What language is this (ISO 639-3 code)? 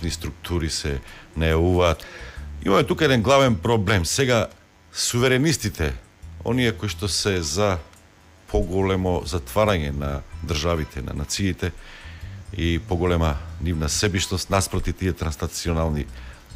mkd